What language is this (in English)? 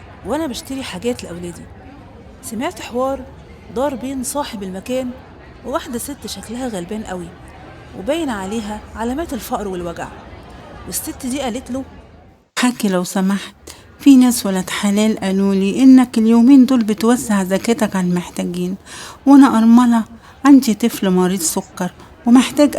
Egyptian Arabic